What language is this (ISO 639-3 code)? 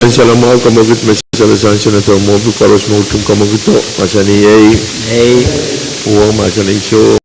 pon